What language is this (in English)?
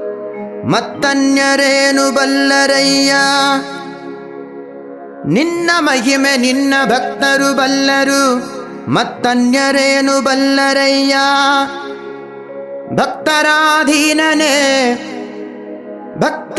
Kannada